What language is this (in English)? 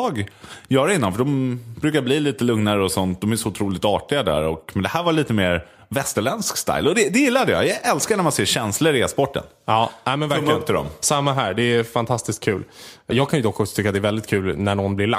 Swedish